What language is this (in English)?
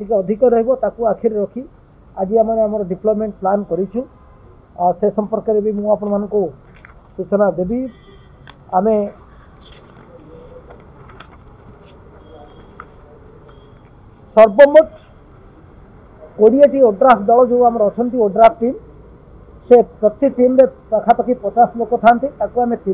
Odia